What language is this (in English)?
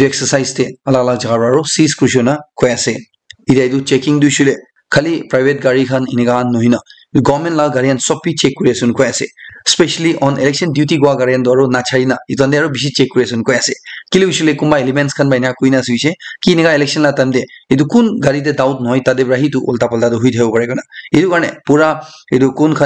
Naga Pidgin